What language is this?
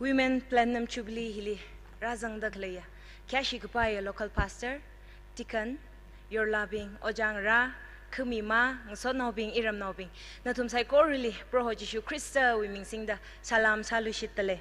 Tangkhul Naga (India)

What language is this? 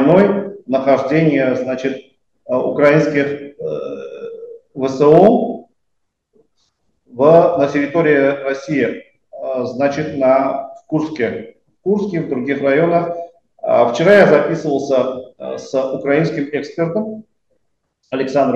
Russian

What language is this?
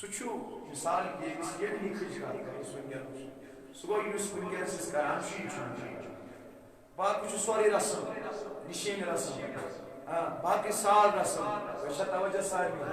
Kashmiri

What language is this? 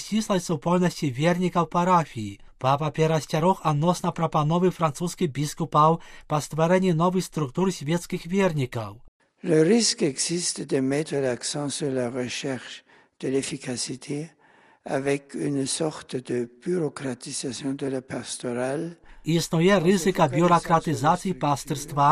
Belarusian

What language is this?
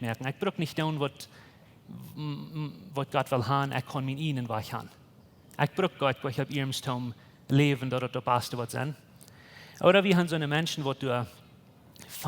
Plautdietsch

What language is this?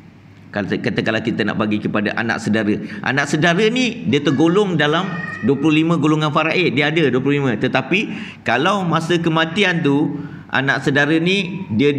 Malay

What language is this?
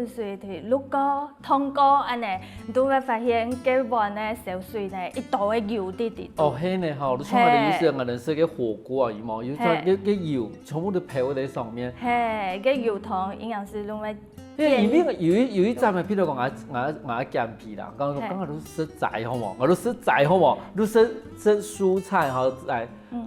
Hakka Chinese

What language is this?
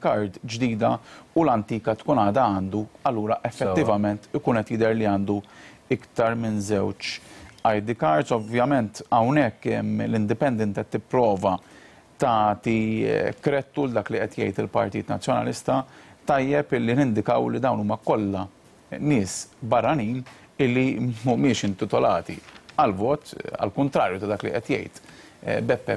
Maltese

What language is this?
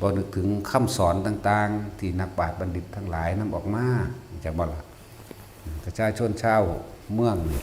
Northeastern Thai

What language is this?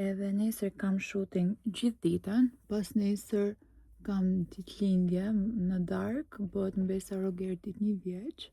Albanian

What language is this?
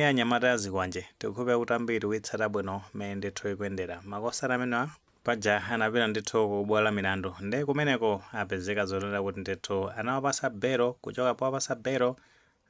Nyanja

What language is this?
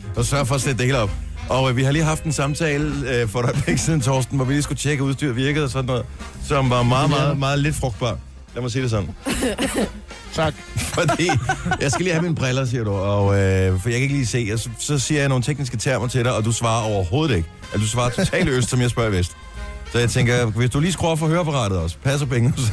Danish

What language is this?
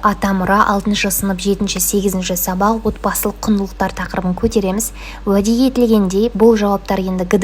Kazakh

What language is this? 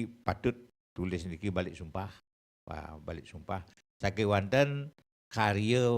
Balinese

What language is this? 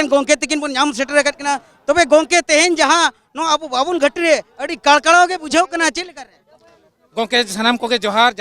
Santali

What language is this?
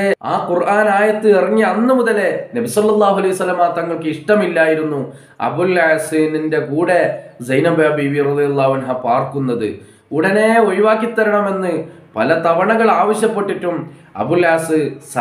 Malayalam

